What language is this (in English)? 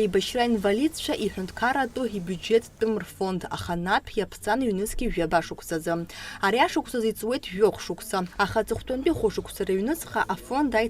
Abkhazian